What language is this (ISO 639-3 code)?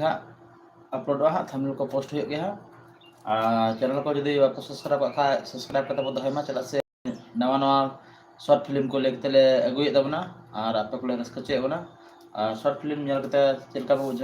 sat